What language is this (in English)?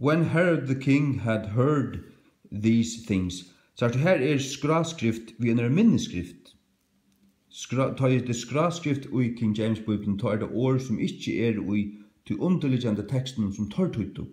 Faroese